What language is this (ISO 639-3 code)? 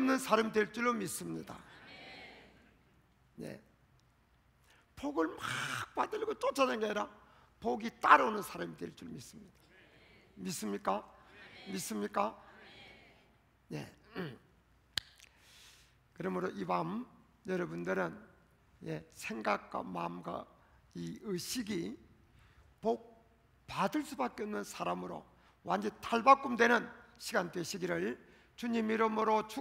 kor